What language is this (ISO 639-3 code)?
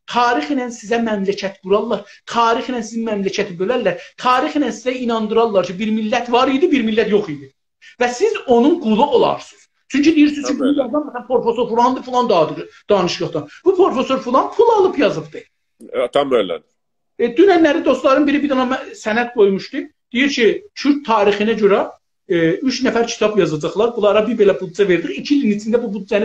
azb